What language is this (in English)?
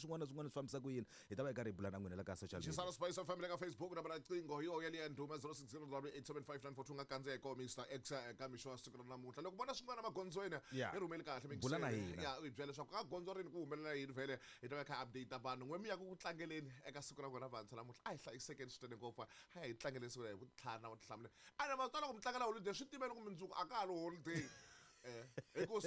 Tsonga